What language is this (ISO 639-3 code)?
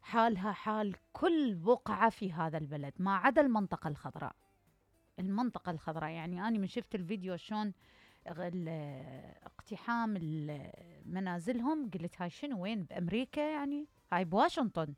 acm